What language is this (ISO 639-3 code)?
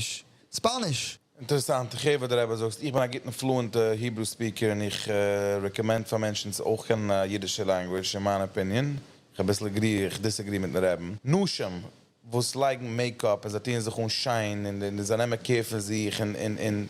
yid